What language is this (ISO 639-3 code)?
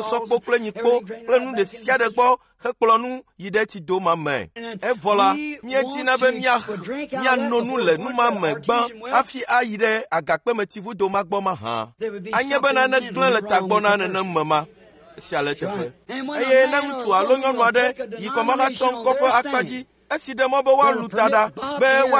ewe